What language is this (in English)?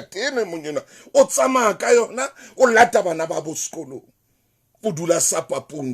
Southern Sotho